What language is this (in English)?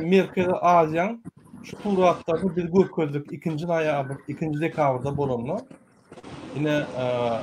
Turkmen